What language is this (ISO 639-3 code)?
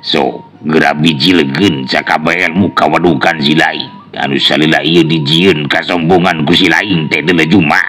sun